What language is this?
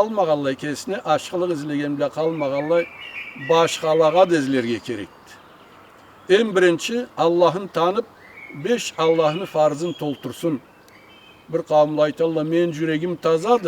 Karachay-Balkar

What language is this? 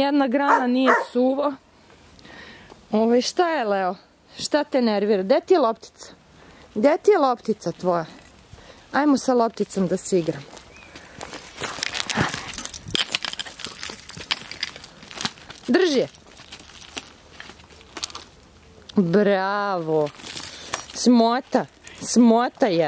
Serbian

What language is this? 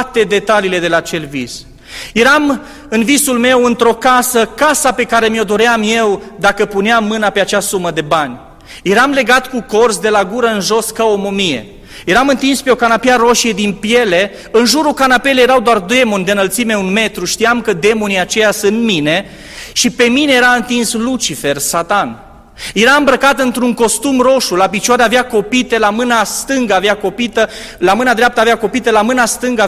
Romanian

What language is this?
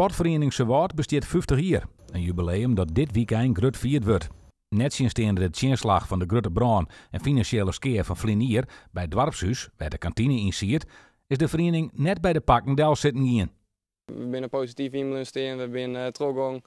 Western Frisian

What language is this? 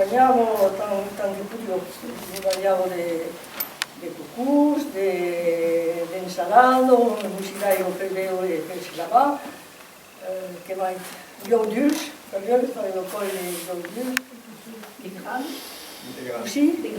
Occitan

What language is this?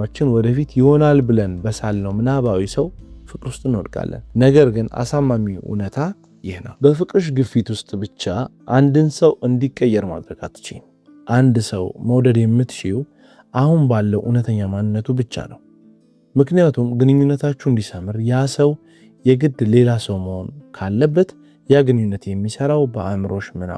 Amharic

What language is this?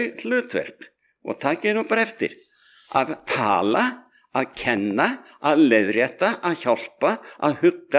Icelandic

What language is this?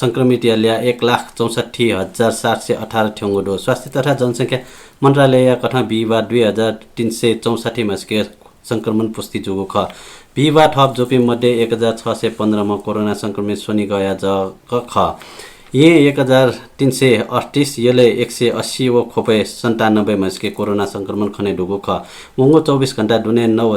Newari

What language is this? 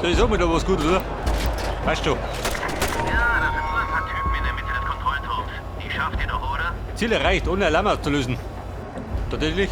Bavarian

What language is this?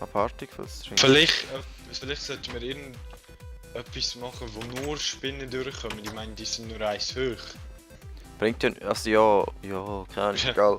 Swiss German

